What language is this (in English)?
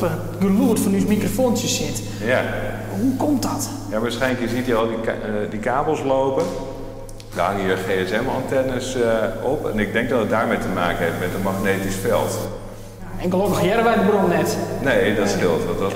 Western Frisian